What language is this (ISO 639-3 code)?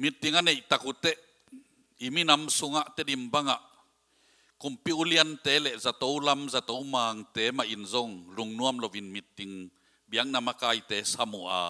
ctd